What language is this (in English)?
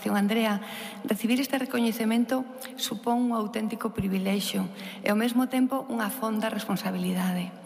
Galician